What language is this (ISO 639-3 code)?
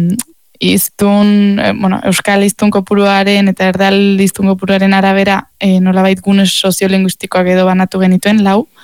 eus